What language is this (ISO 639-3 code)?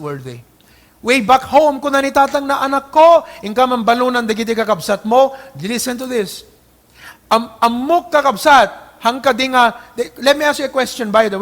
ilo